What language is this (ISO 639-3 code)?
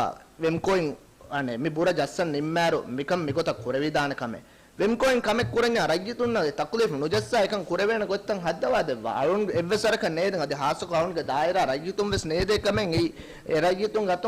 div